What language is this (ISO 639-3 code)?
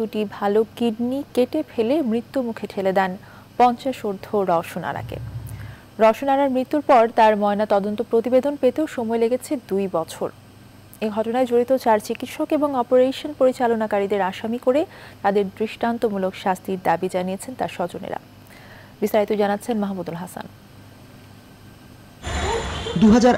ben